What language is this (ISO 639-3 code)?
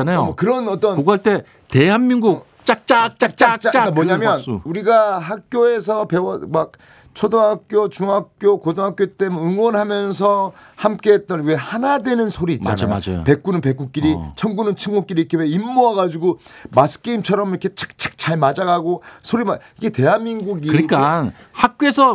kor